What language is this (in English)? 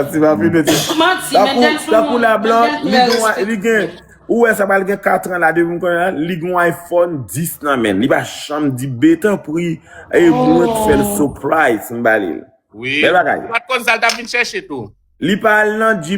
Haitian Creole